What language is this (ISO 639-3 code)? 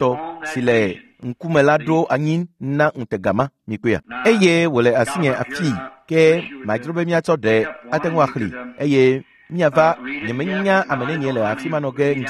ewe